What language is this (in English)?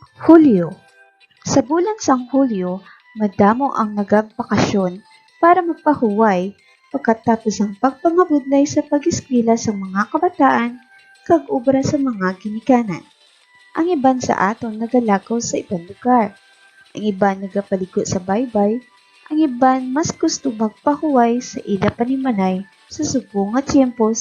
Hiligaynon